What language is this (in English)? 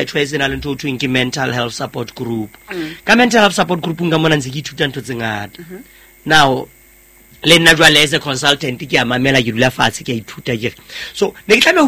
Southern Sotho